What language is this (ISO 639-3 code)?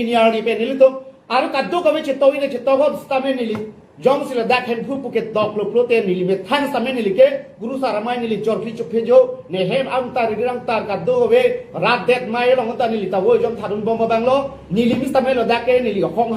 mjw